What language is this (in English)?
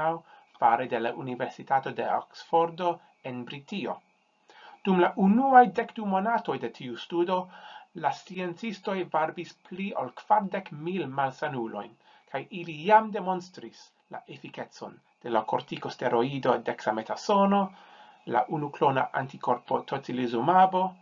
Esperanto